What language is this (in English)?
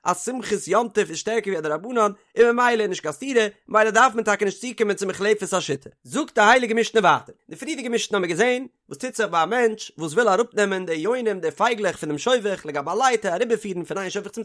Yiddish